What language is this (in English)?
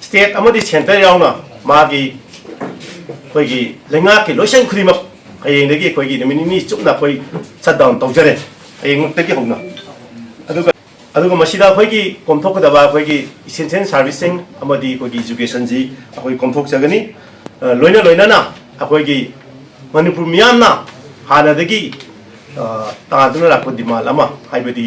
Manipuri